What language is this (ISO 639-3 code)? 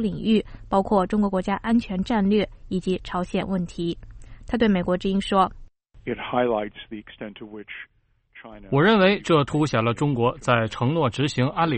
zho